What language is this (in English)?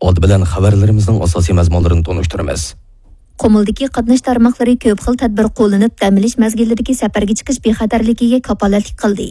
Uyghur